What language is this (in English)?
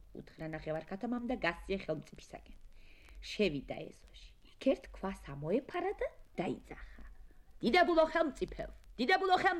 Georgian